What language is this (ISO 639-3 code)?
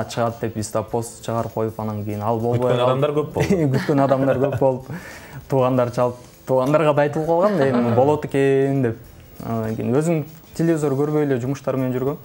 kir